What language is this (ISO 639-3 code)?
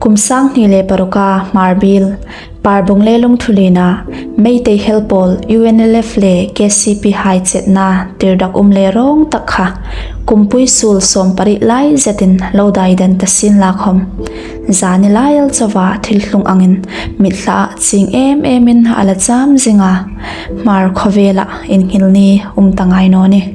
hmr